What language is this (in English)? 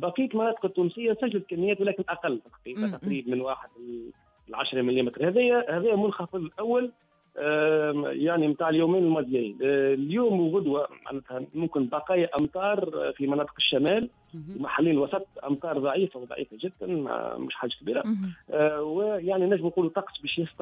Tunisian Arabic